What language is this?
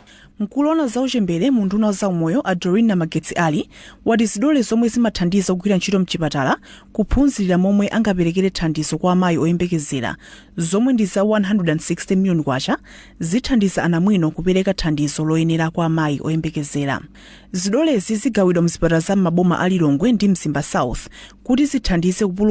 Nyanja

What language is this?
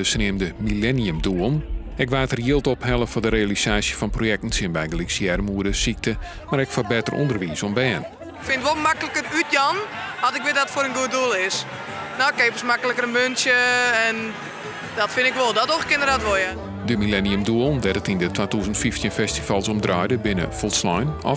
Western Frisian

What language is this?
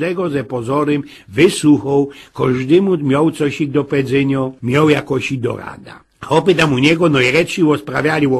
Silesian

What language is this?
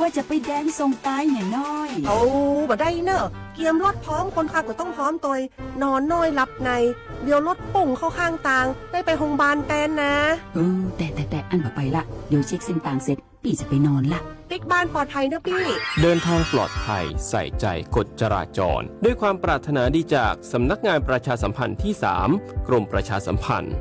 Lahu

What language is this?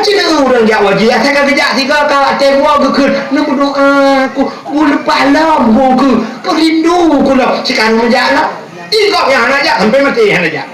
Achinese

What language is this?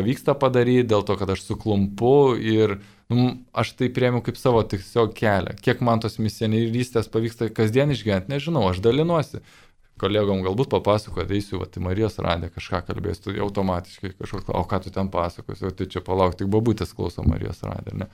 Lithuanian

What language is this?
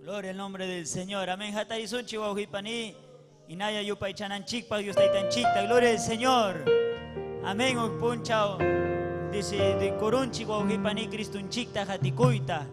Ayacucho Quechua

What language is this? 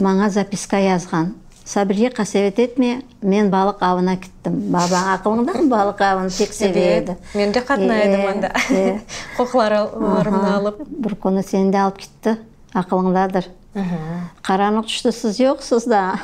Crimean Tatar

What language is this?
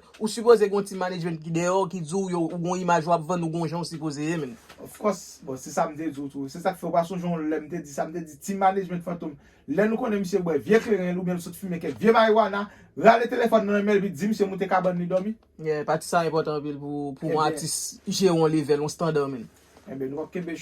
Haitian Creole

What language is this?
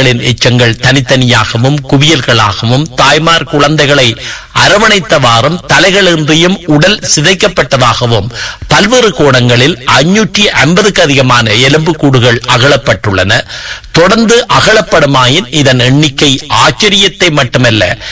Tamil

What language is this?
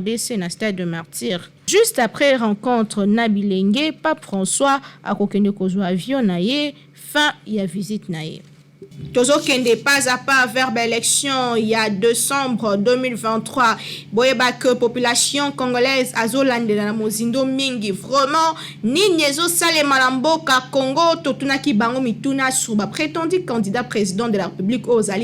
Lingala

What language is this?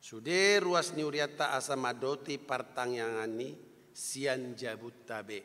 Batak Toba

